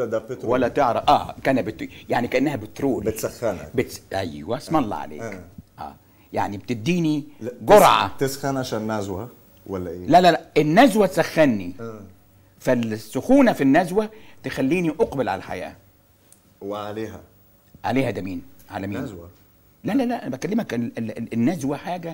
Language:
Egyptian Arabic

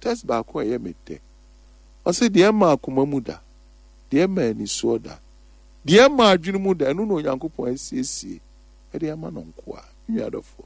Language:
Akan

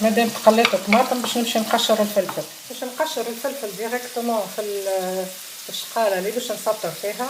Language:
Tunisian Arabic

